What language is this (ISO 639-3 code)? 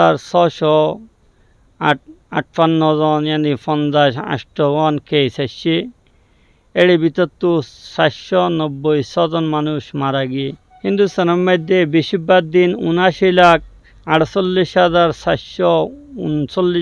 rhg